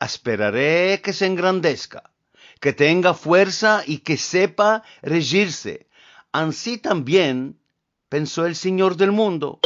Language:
Ladino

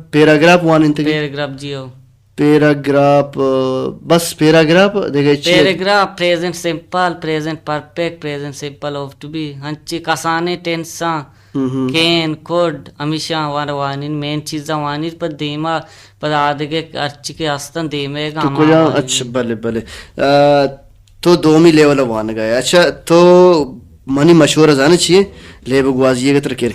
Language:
Baluchi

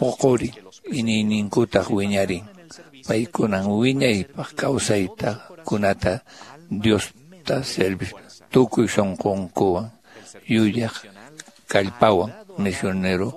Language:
Quechua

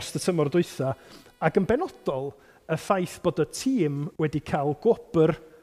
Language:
Welsh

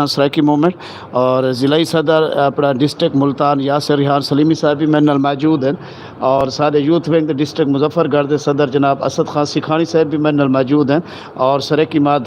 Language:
Saraiki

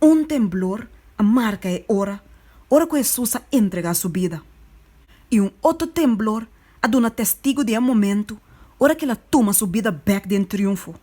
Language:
Papiamento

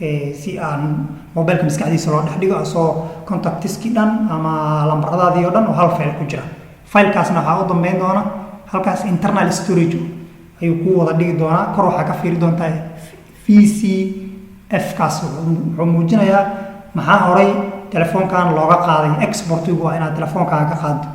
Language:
Somali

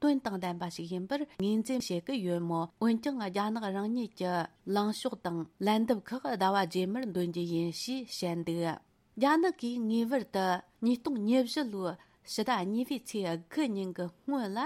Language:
Tibetan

